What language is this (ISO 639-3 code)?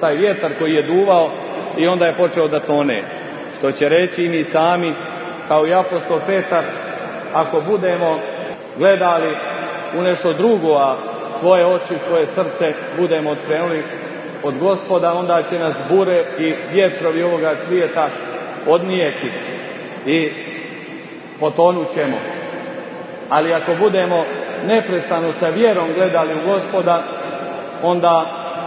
srp